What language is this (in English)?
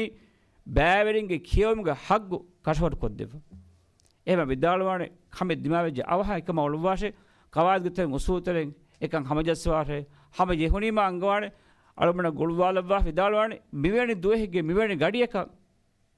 Divehi